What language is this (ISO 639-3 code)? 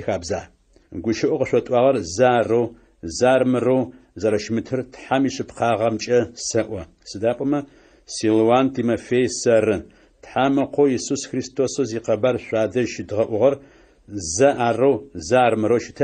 ady